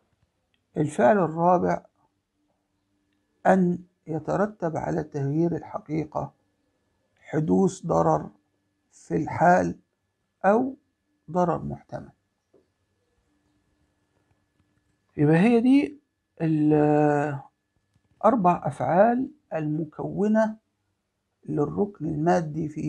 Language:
Egyptian Arabic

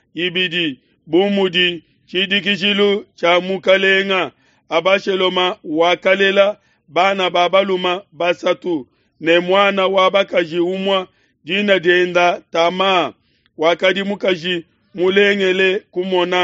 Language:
Luba-Lulua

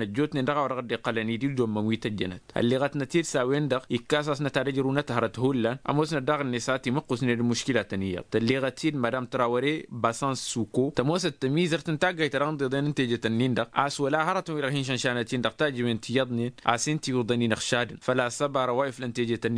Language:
Tamasheq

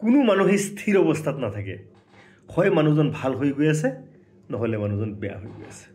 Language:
Assamese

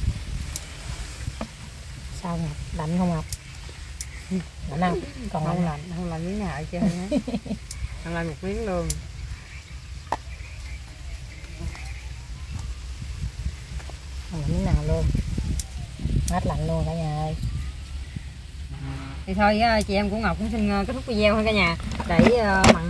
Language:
Vietnamese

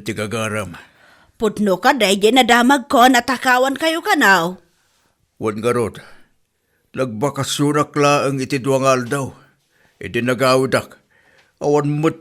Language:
Iloko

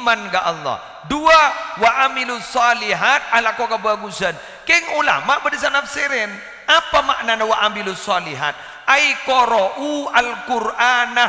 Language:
Madurese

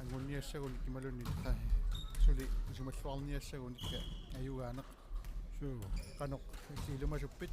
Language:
Kalaallisut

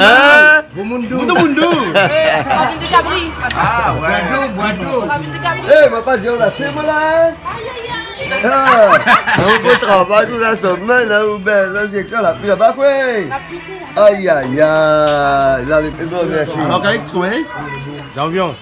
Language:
Réunion Creole French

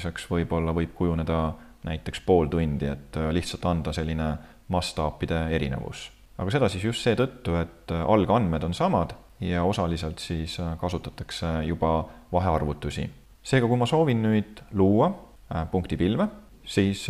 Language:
Estonian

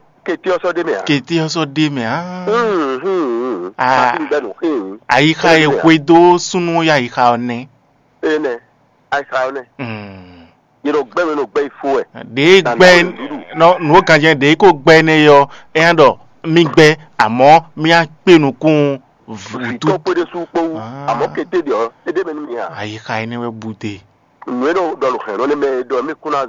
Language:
Fon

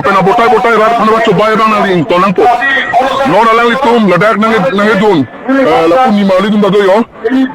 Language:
Karbi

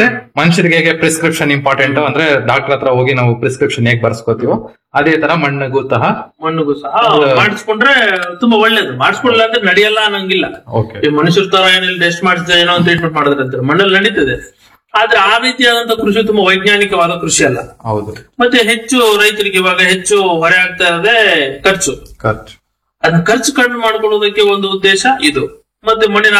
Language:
Kannada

